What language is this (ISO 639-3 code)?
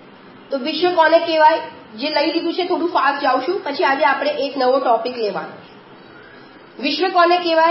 guj